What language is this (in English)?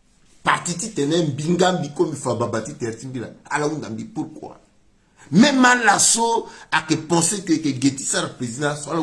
Sango